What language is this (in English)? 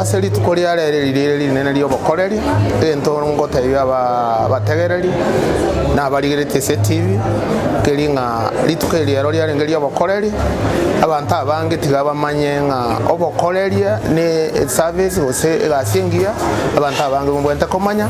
Gusii